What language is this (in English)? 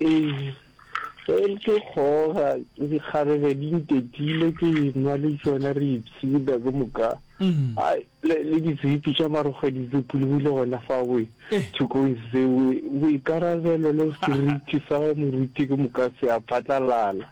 Northern Sotho